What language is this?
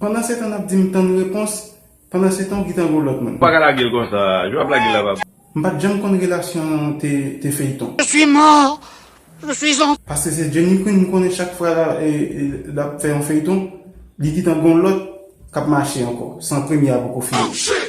Haitian Creole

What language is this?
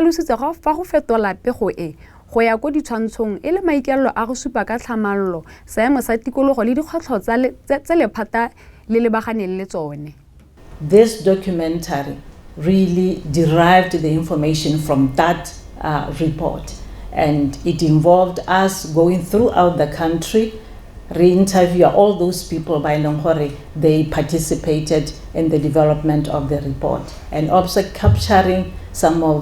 Tswana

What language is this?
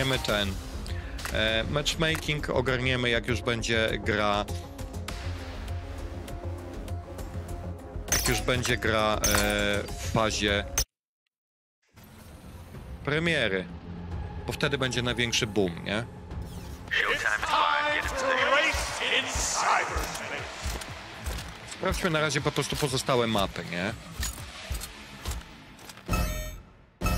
Polish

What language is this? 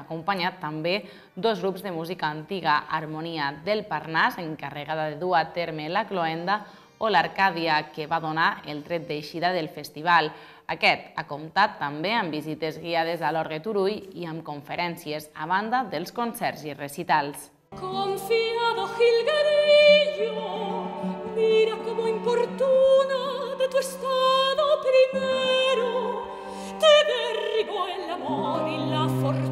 Catalan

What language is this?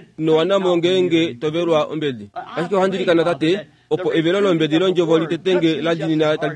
Kuanyama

